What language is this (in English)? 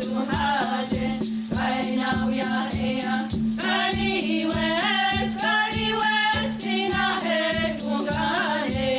Mohawk